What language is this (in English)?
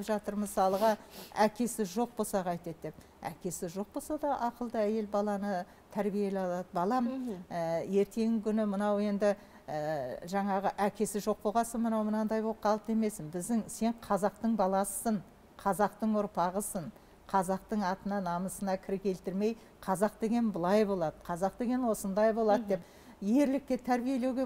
Kazakh